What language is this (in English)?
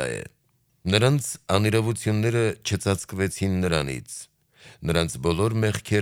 Armenian